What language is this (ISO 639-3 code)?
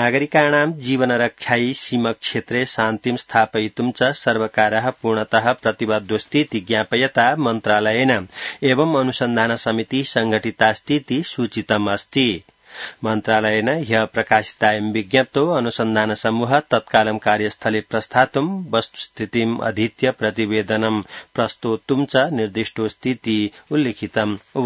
san